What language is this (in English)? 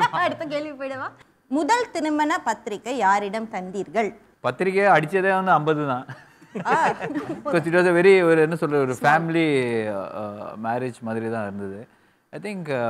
Tamil